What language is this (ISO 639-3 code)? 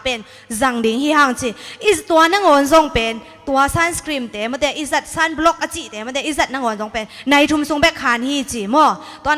ctd